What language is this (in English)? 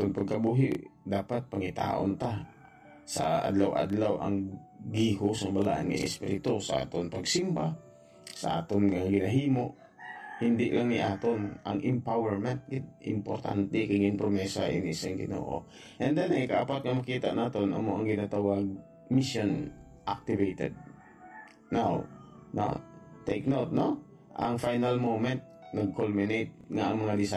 Hiligaynon